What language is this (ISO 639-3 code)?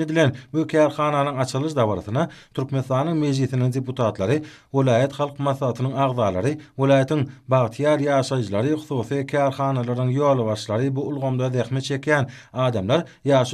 tuk